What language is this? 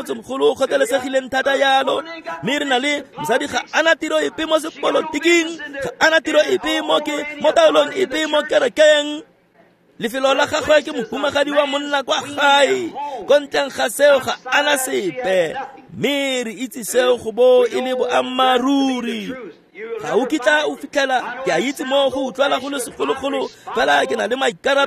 Tswana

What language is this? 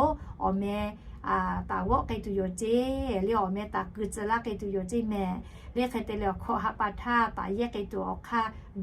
Lahu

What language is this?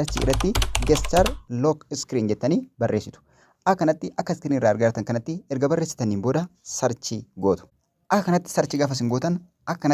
Oromo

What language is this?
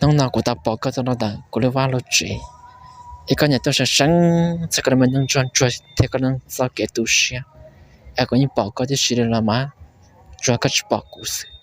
Hmong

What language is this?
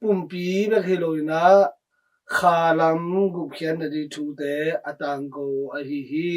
Tedim Chin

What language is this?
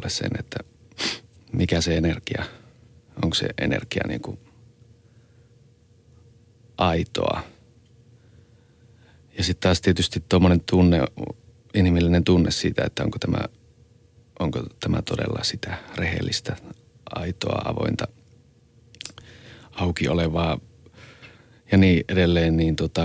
Finnish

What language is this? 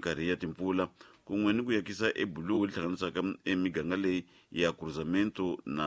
Tsonga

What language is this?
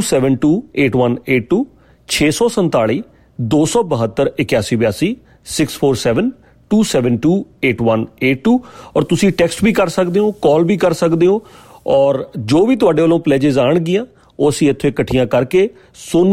Punjabi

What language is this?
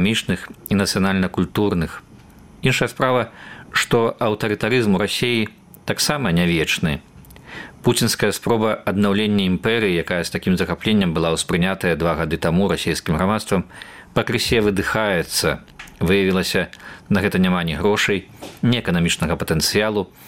Belarusian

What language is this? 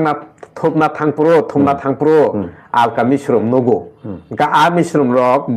Kok Borok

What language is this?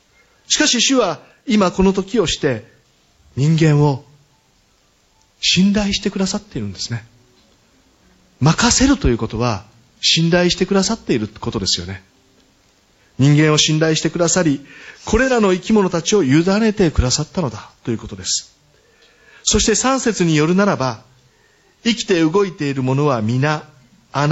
Japanese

